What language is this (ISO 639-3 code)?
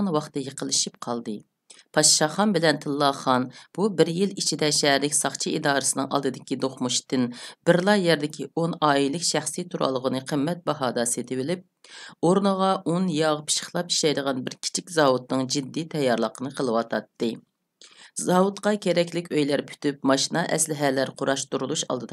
uig